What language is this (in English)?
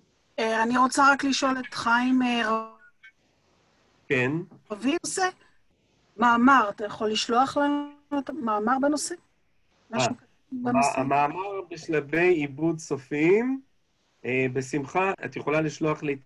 Hebrew